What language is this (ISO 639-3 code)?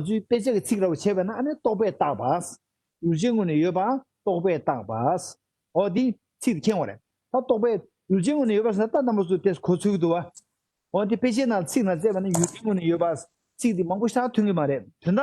bod